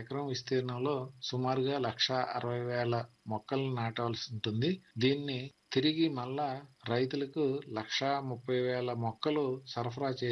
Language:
Telugu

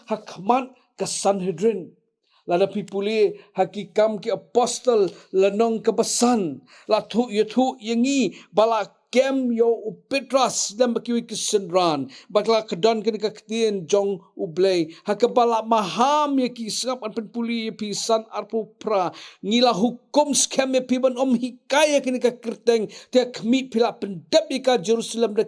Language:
Khasi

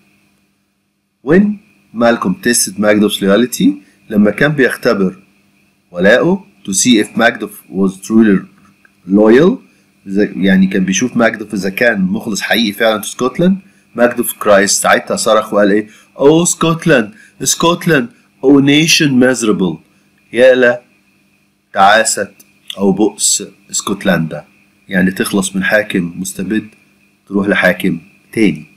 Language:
Egyptian Arabic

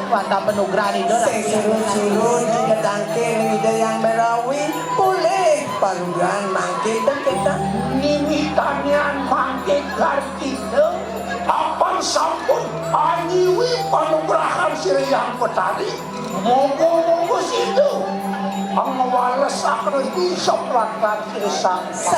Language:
Balinese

